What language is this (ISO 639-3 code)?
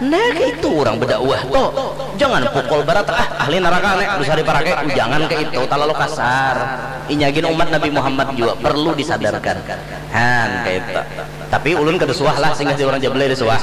bjn